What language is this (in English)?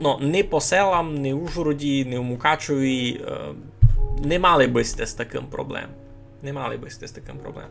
Rusyn